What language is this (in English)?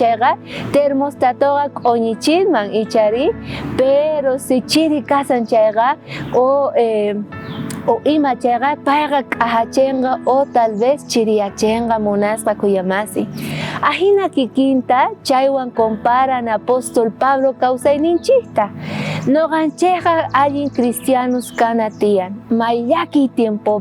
South Bolivian Quechua